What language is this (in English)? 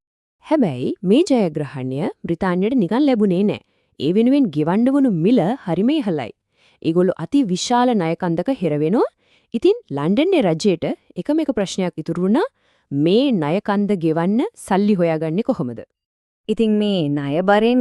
Sinhala